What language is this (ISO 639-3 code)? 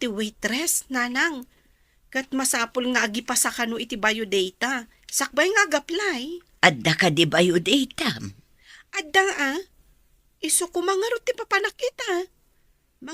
ilo